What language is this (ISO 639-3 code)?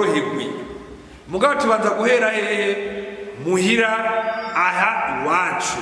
run